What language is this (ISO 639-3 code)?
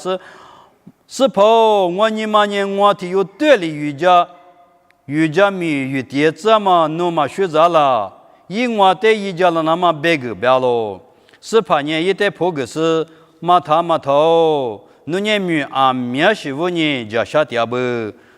lis